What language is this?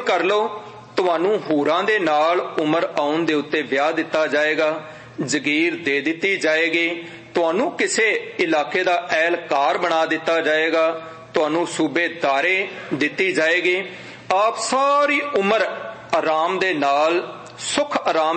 Punjabi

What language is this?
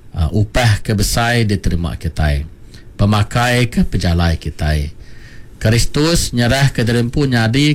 Iban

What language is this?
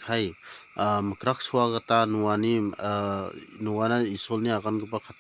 Garo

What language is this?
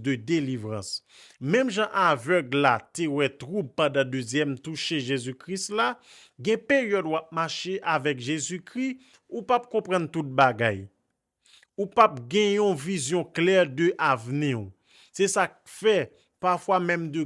Haitian Creole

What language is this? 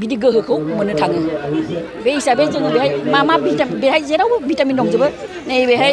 Bodo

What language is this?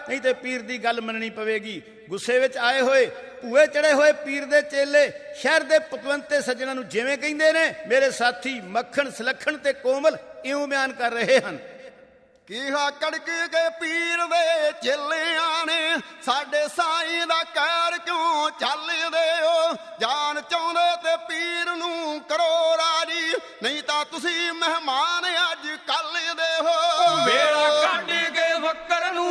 Punjabi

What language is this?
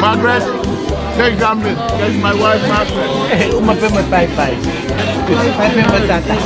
Tongan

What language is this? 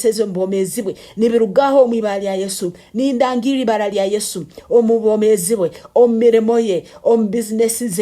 Nyankole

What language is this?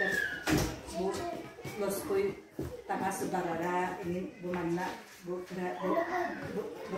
Yakut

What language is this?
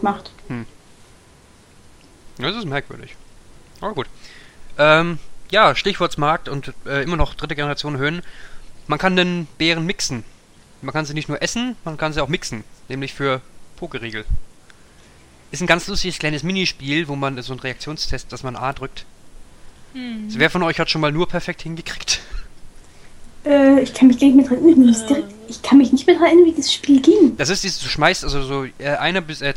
German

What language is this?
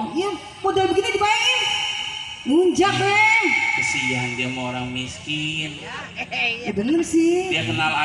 Betawi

